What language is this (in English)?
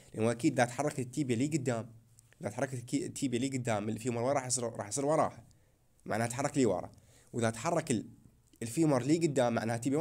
Mesopotamian Arabic